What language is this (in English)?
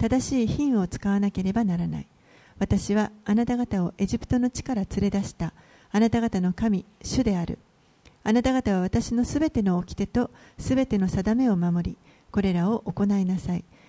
Japanese